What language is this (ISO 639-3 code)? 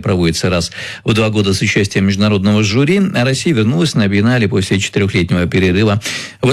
rus